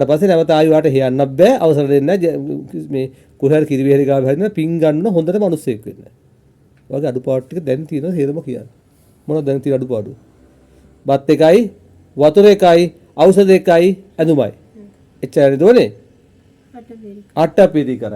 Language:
Sinhala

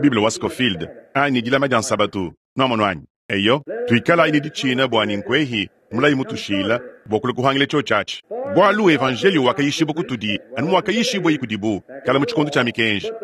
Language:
Luba-Lulua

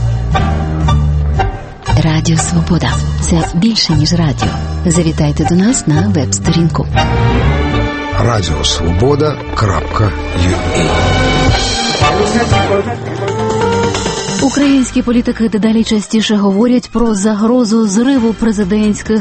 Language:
Ukrainian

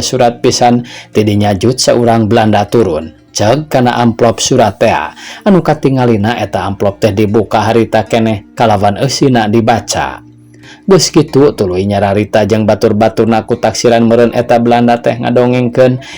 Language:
Sundanese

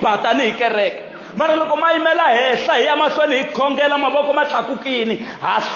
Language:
Tsonga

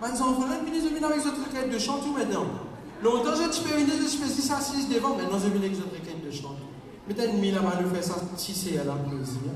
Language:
Morisyen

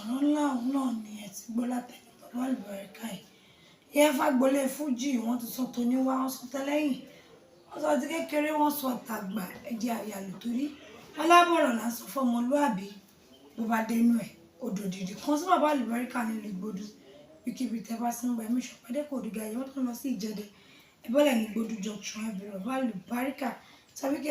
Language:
Yoruba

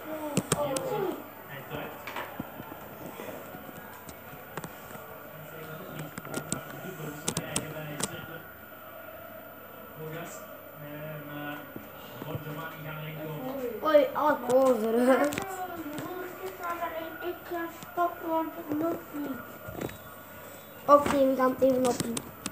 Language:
Dutch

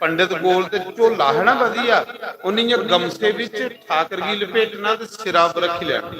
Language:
Dogri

